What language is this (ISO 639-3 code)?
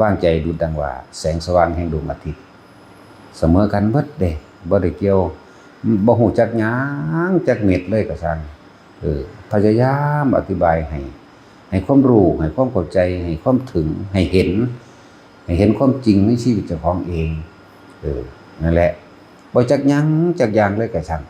tts